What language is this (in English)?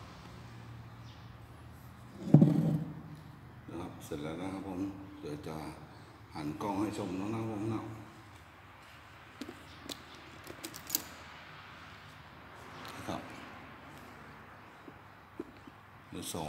Thai